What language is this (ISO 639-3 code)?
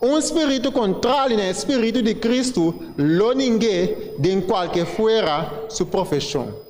pap